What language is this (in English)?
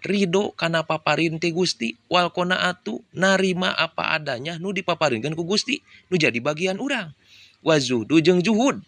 Sundanese